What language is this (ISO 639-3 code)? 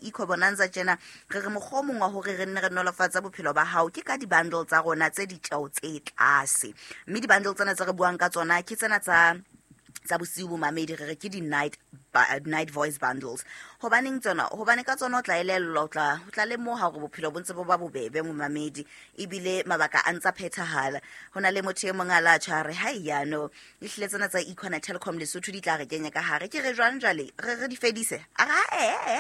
sot